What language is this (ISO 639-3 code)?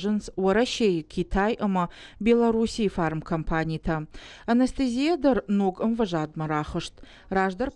oss